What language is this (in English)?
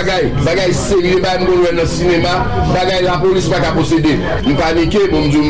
Haitian Creole